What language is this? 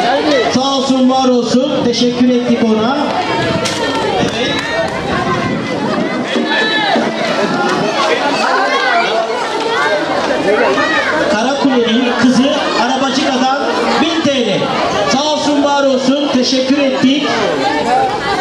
Turkish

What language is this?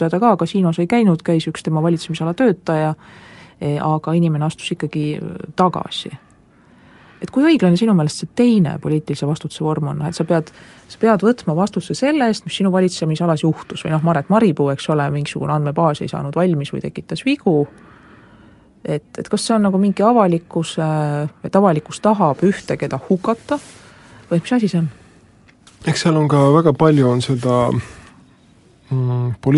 Estonian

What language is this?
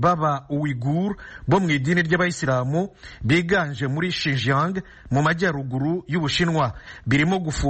Kinyarwanda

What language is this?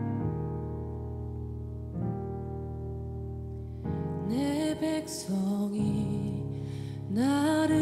Korean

